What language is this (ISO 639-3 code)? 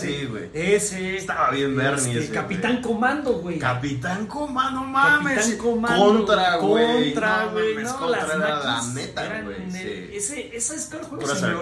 spa